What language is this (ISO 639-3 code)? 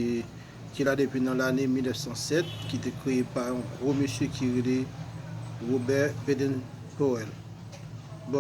hat